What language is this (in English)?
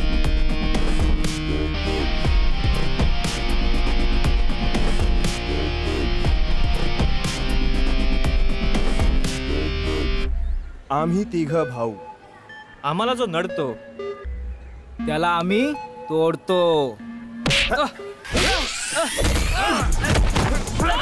Marathi